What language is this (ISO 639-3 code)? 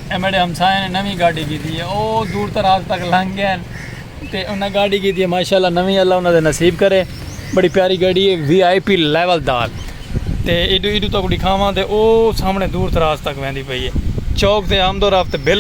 skr